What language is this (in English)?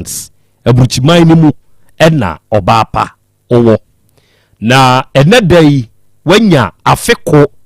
Akan